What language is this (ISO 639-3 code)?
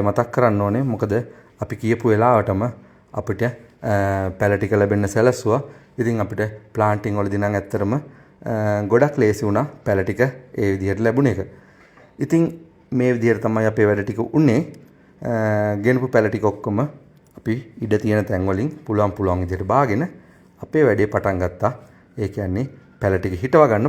sin